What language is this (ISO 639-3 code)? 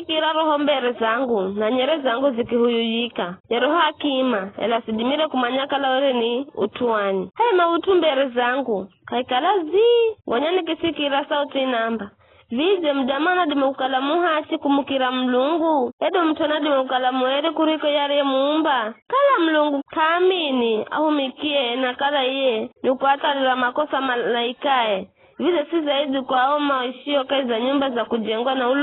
nyf